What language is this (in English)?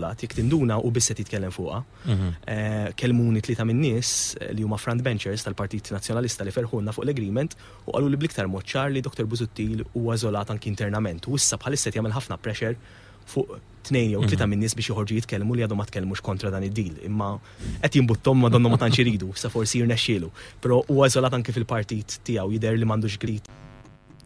Maltese